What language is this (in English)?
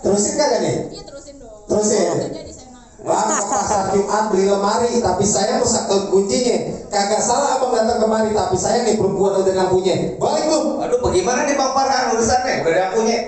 Betawi